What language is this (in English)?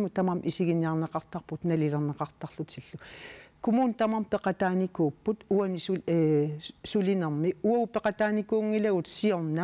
Kalaallisut